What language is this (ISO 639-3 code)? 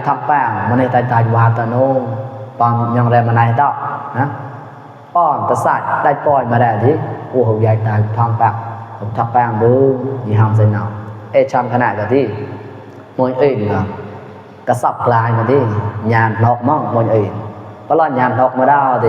mnw